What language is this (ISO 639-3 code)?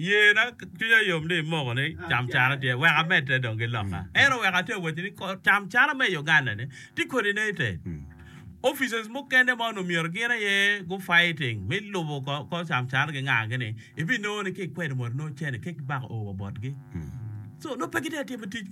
ach